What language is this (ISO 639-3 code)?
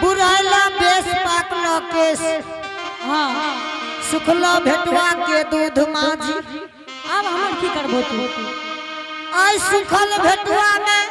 anp